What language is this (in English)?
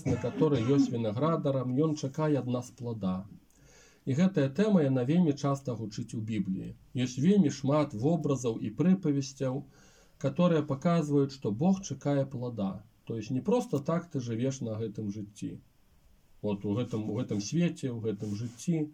Belarusian